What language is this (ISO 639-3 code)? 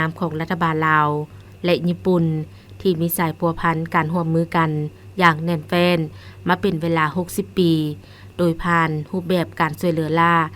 lao